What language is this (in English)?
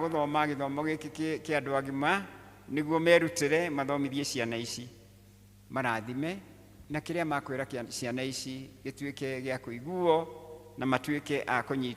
Kikuyu